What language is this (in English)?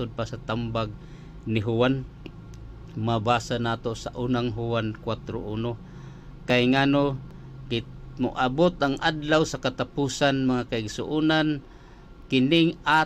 Cebuano